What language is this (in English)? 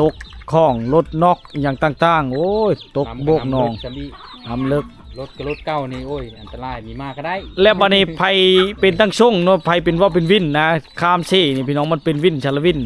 Lao